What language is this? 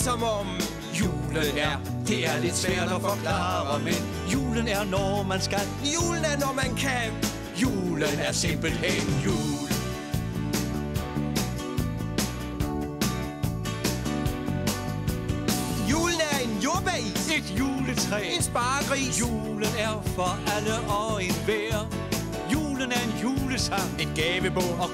Danish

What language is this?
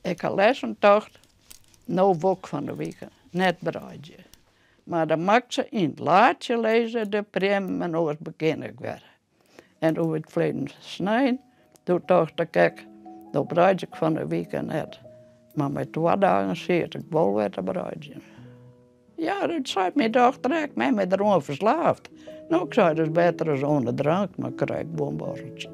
Western Frisian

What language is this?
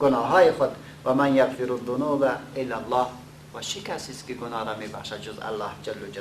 Persian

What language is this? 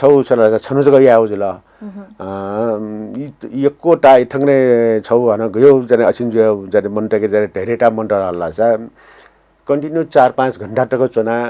Newari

